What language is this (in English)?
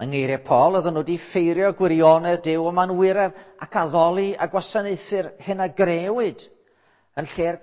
Welsh